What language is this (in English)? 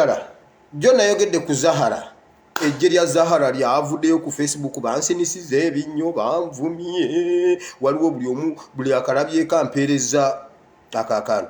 Ganda